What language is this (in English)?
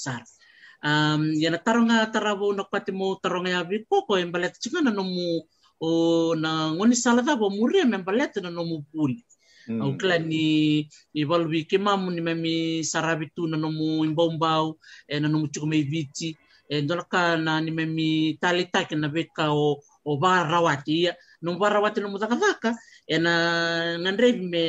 Fijian